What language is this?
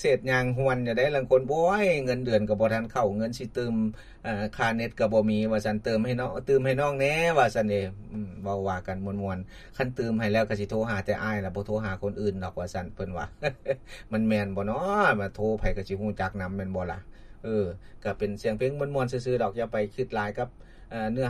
Lao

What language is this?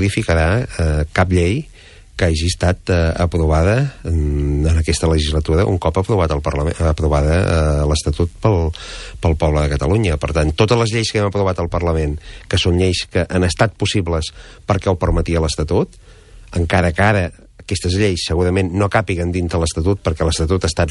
Catalan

